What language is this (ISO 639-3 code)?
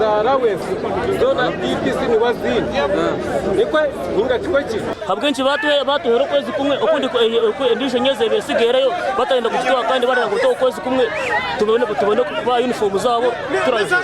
nyn